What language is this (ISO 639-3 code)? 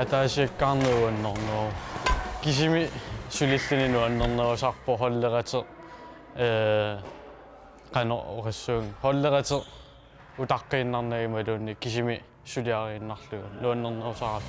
kal